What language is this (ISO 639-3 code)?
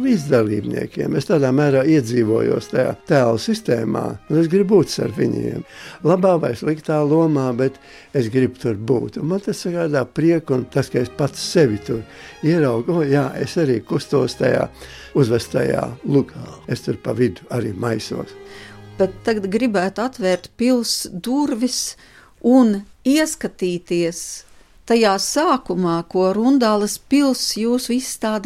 lav